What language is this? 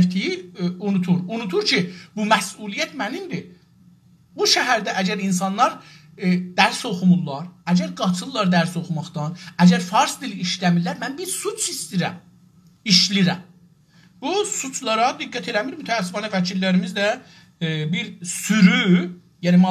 South Azerbaijani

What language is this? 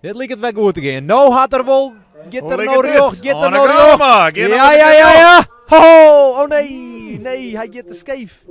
Western Frisian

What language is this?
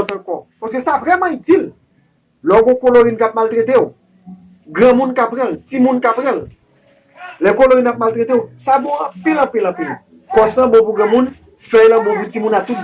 Haitian Creole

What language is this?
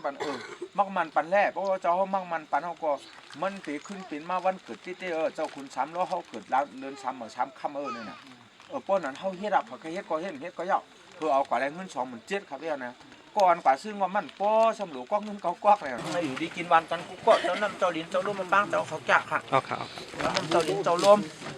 Shan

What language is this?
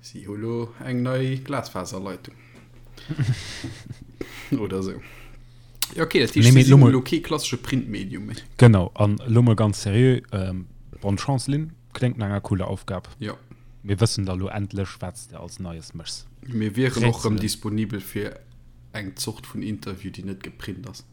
Luxembourgish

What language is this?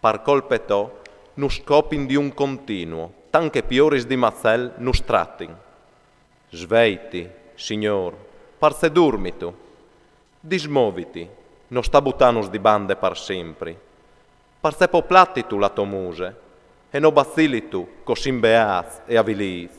Friulian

